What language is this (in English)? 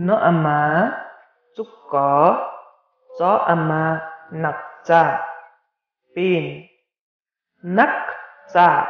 Limbu